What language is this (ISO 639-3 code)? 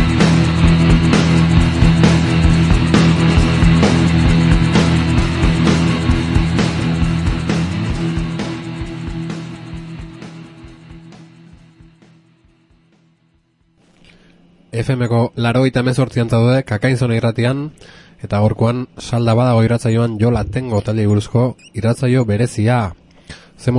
eus